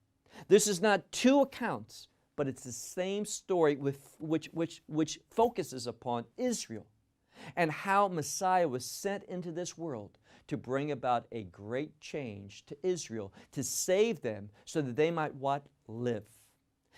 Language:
English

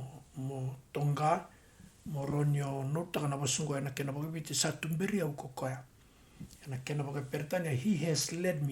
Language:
Fijian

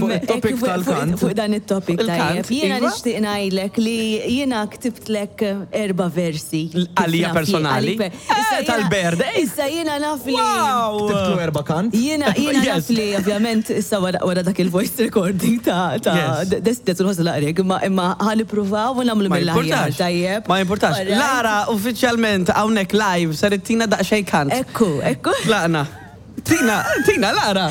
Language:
Maltese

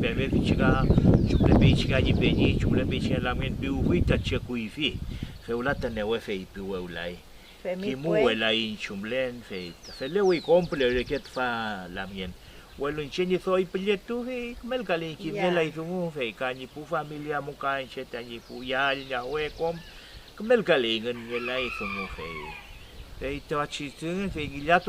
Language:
Mapuche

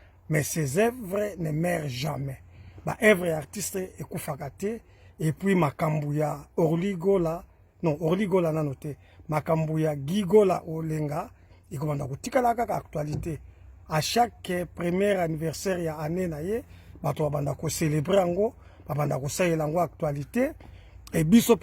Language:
Lingala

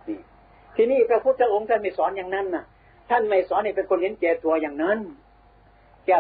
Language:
Thai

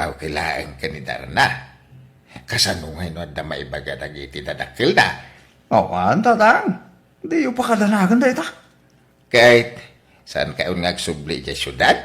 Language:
Iloko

